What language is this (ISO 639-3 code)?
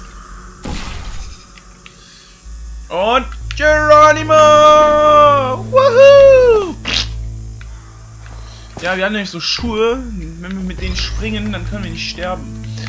deu